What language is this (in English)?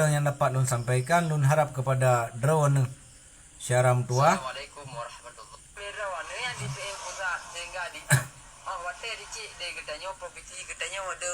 Achinese